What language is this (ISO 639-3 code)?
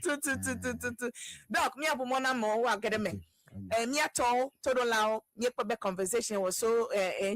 ewe